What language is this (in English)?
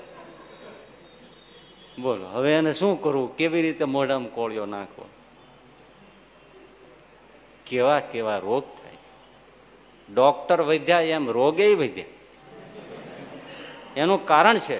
Gujarati